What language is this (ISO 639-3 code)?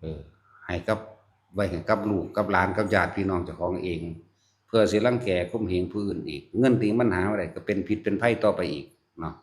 tts